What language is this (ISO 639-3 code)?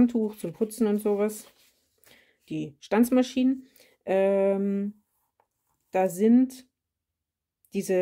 deu